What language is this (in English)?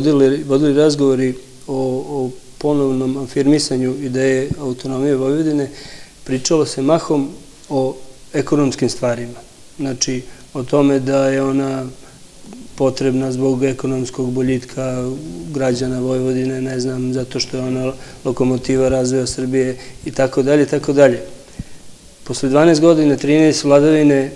Serbian